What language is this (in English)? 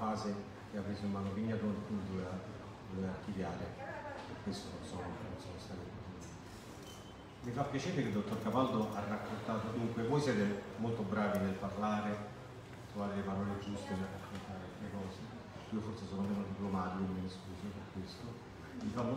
Italian